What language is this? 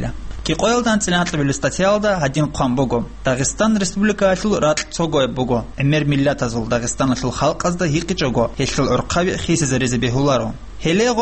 Avaric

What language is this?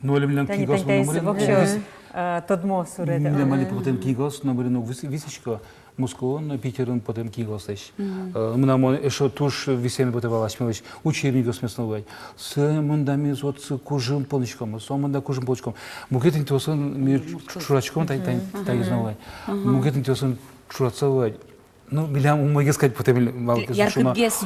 Udmurt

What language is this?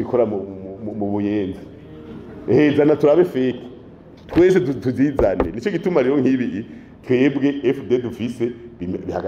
Rundi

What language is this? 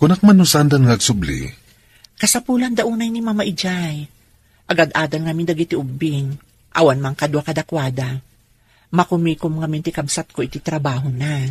Iloko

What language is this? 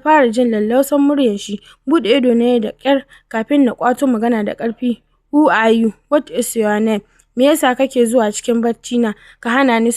Hausa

